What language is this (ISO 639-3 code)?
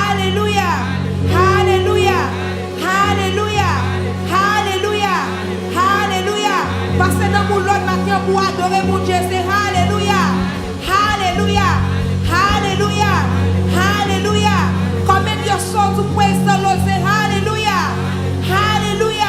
hat